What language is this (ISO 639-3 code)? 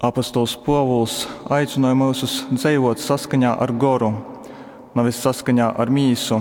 ltg